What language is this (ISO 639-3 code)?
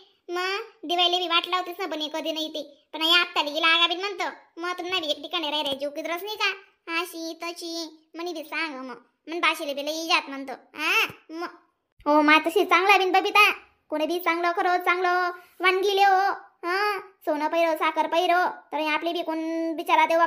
khn